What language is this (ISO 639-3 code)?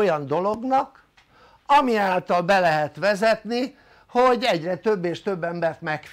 hun